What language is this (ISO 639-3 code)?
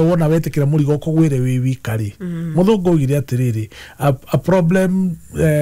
kik